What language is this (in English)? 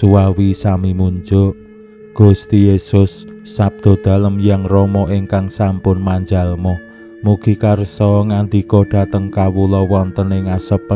Javanese